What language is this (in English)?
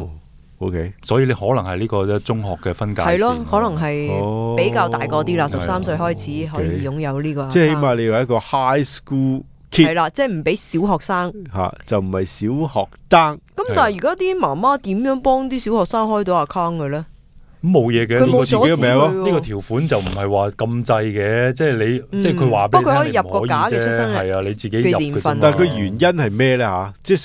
Cantonese